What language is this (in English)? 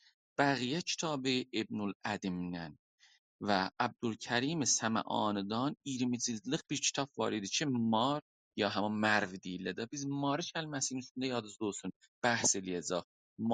South Azerbaijani